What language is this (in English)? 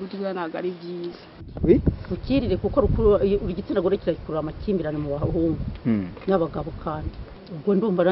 Kinyarwanda